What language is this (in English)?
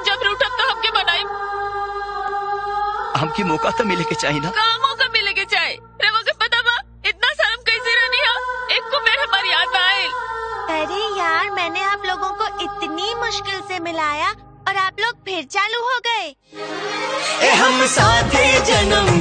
Bhojpuri